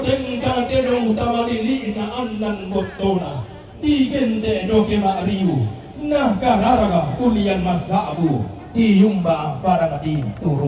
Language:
Toraja-Sa'dan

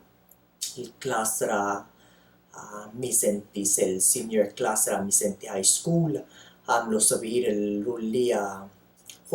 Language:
Palauan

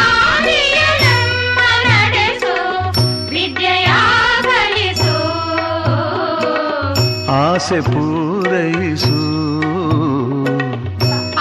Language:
Kannada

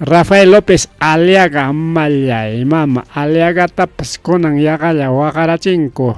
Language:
Ayacucho Quechua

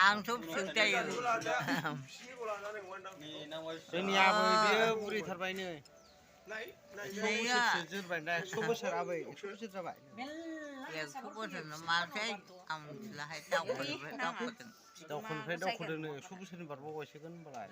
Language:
Bodo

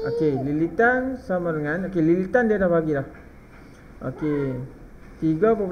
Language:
Malay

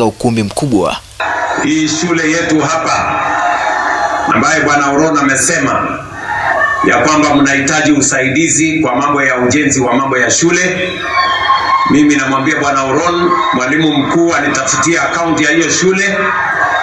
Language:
Swahili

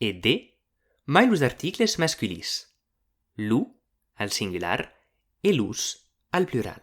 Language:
Occitan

